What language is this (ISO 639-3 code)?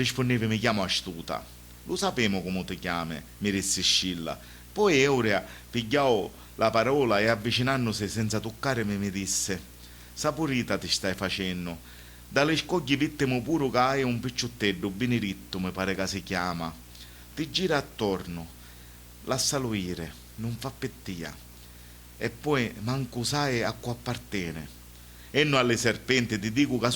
scn